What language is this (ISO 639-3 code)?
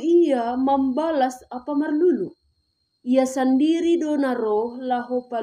bts